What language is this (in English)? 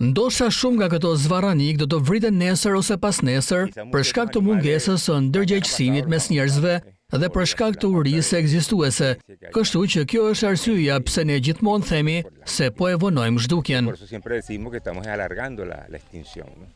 Albanian